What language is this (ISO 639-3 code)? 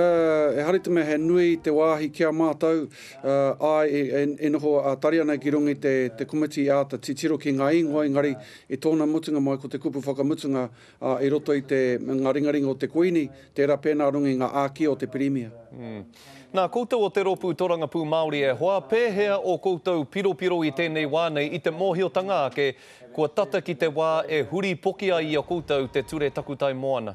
mri